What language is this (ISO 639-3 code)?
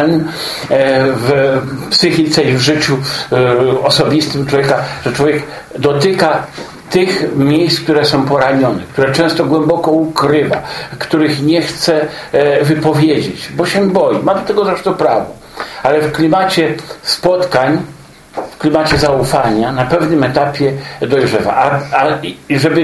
pol